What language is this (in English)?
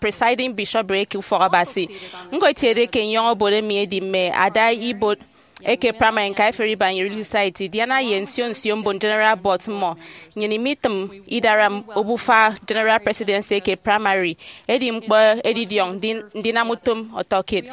Efik